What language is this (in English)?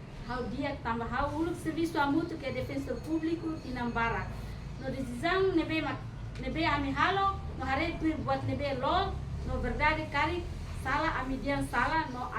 Tetum